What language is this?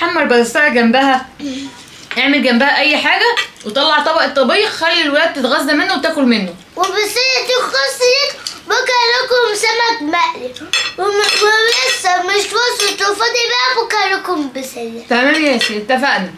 Egyptian Arabic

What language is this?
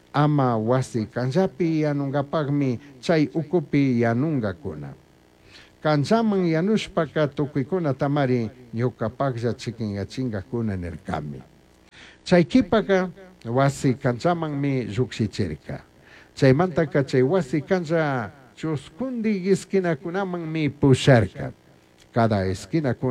Chimborazo Highland Quichua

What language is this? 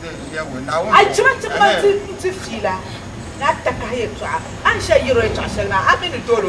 Dagbani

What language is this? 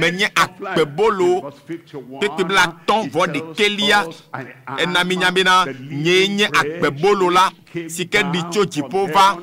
Ewe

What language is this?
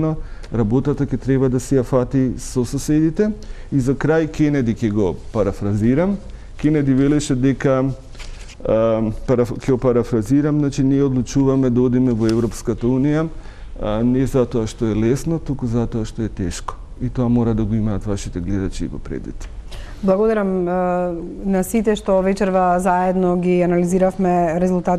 Macedonian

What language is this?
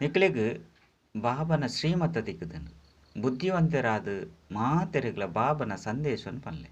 Tulu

